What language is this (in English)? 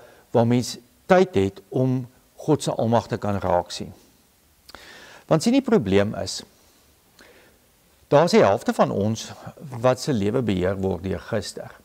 Afrikaans